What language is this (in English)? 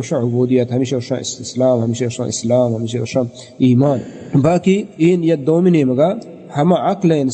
Baluchi